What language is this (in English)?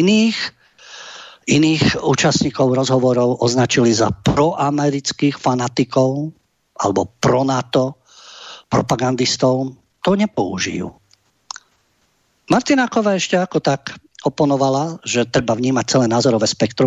Slovak